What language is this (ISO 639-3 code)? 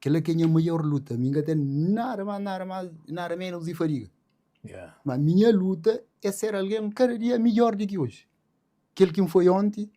kea